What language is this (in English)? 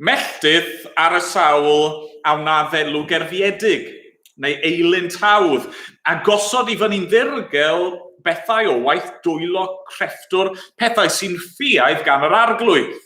Welsh